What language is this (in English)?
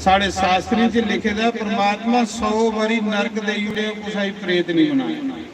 Dogri